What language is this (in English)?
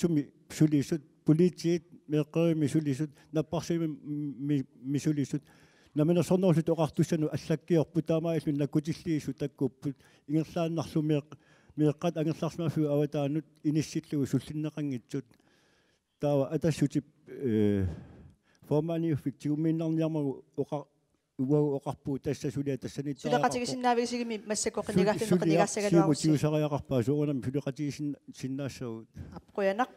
Kalaallisut